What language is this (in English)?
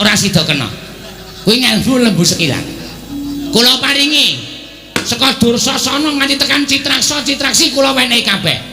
Javanese